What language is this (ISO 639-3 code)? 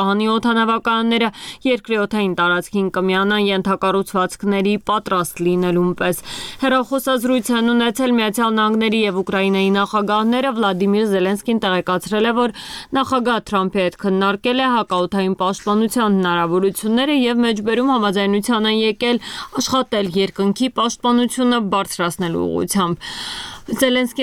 hye